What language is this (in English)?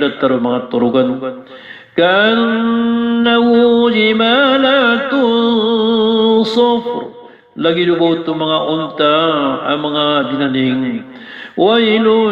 Maranao